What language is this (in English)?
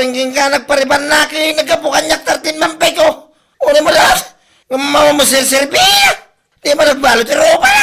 Iloko